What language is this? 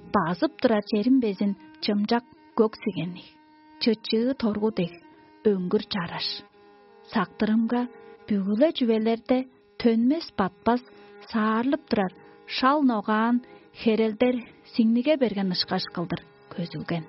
Tuvinian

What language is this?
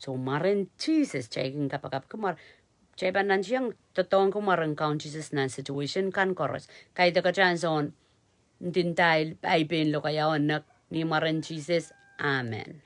Pohnpeian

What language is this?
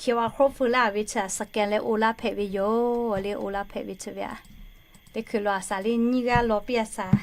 Lahu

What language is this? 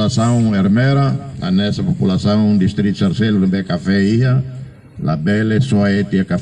Tetum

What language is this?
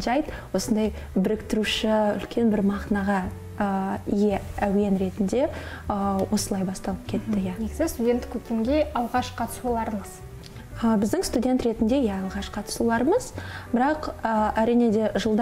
Kazakh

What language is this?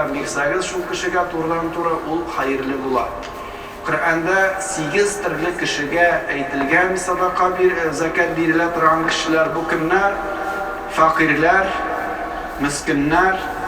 Tatar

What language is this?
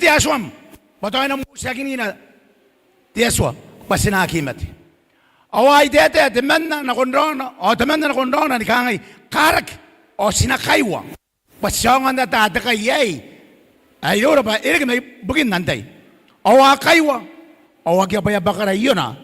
Gilbertese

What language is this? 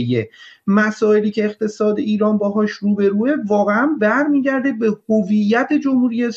Persian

